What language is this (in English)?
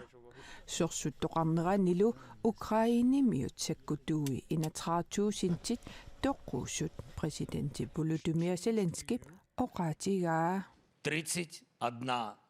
Kalaallisut